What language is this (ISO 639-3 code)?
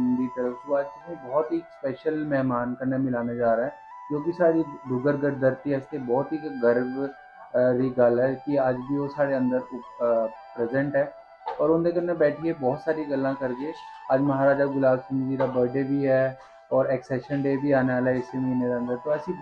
doi